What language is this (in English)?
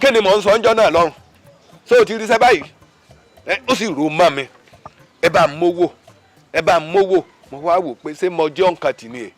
Yoruba